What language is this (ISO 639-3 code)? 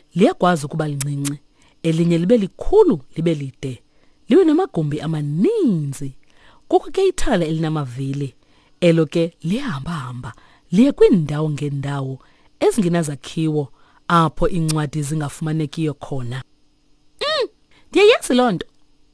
xho